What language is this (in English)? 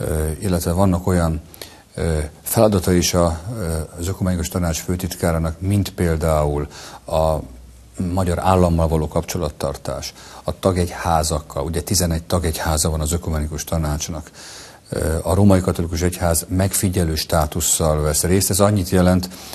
Hungarian